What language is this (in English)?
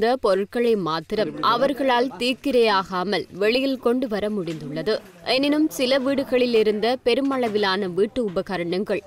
Tamil